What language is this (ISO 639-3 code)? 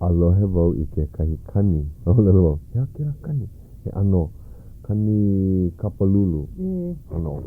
haw